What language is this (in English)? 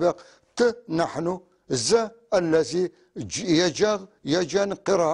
North Levantine Arabic